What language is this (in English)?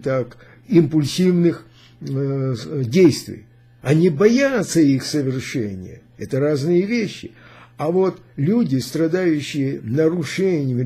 Russian